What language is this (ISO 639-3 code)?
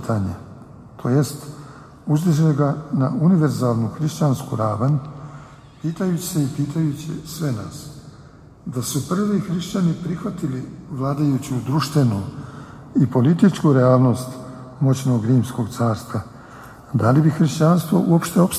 srp